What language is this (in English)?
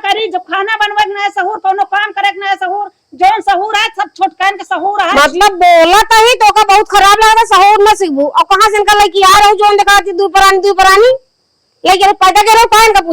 Awadhi